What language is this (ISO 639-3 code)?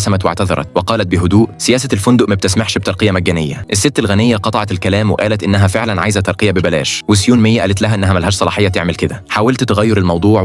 arz